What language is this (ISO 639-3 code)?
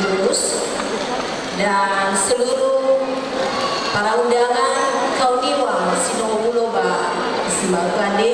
nia